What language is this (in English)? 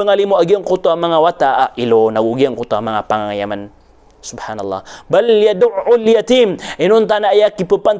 Maranao